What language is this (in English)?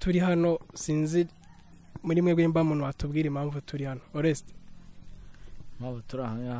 Kinyarwanda